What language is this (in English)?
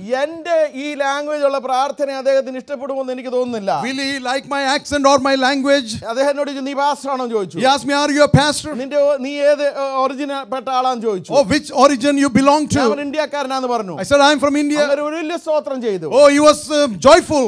Malayalam